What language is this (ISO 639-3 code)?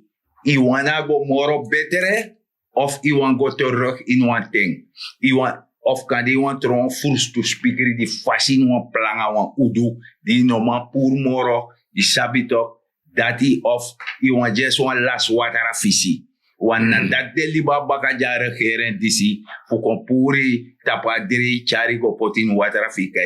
srn